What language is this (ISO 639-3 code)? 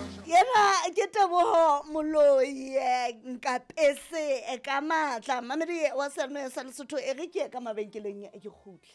sot